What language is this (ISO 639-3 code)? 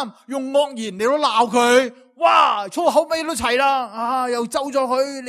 yue